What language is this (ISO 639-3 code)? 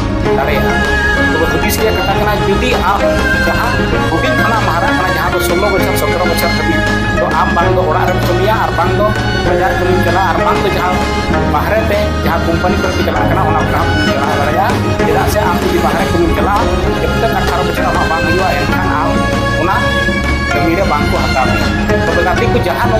sat